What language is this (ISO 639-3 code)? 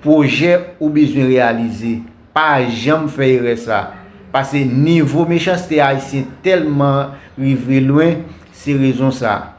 hat